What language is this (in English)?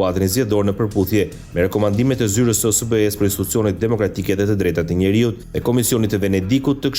Albanian